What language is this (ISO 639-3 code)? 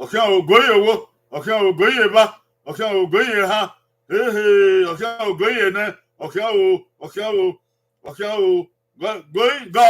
bin